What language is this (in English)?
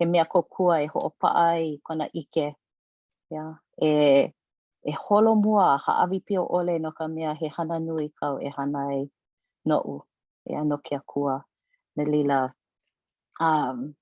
Hawaiian